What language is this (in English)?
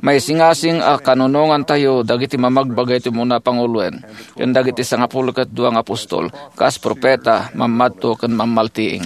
Iloko